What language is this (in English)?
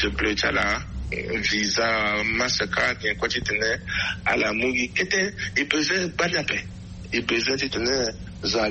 Sango